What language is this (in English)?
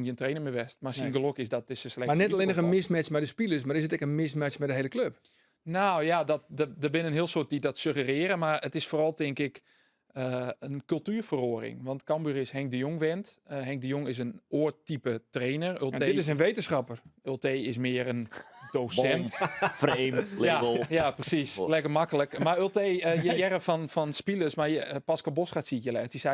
Western Frisian